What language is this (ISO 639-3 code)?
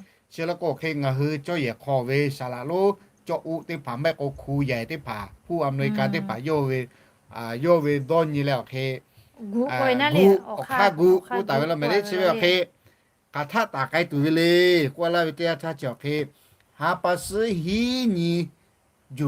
lhu